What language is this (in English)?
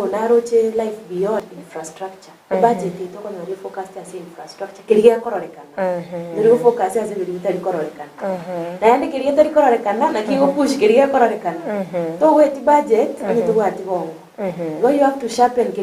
Gusii